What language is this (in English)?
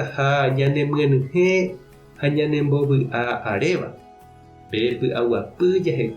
Guarani